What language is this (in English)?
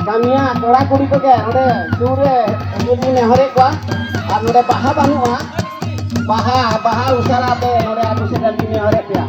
Santali